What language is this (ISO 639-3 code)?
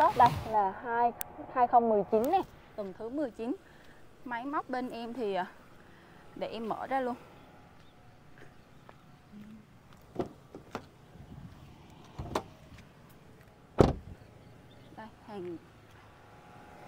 vie